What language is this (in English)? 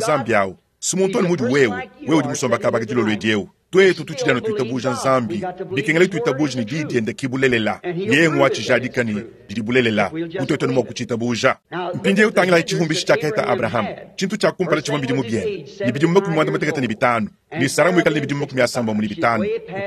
Luba-Lulua